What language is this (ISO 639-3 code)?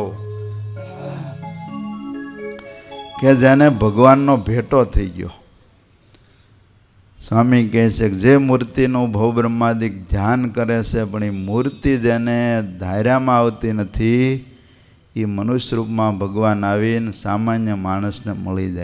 guj